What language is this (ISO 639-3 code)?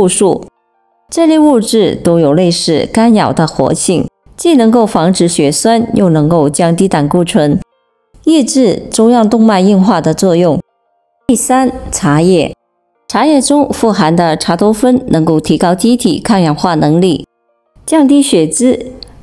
zho